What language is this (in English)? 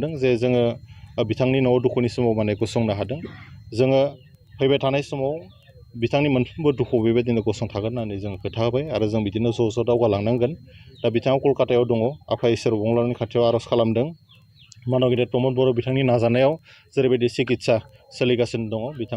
Bodo